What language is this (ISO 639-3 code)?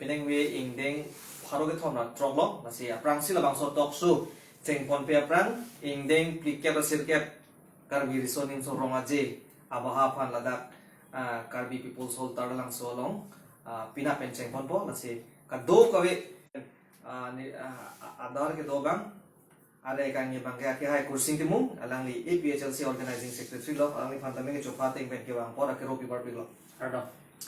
mjw